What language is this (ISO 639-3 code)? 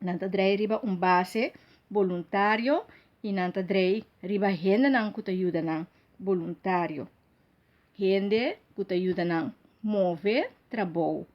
pap